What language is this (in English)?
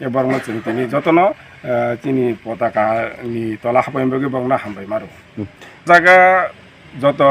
Kok Borok